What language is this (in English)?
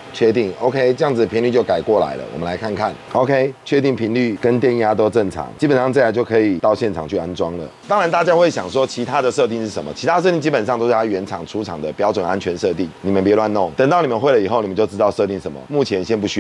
Chinese